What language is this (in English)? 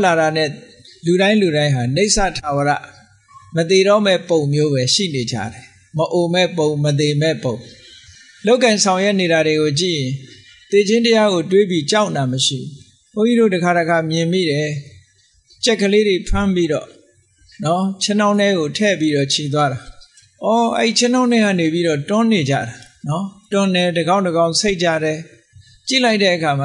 Burmese